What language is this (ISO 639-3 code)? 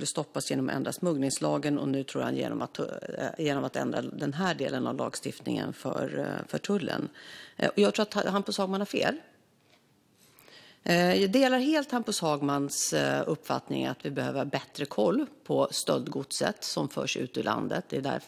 swe